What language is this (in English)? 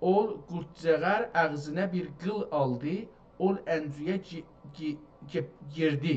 South Azerbaijani